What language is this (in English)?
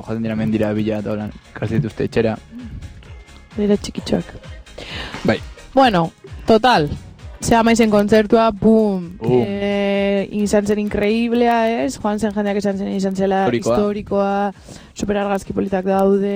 Basque